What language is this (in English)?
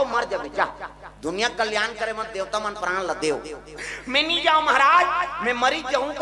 Chhattisgarhi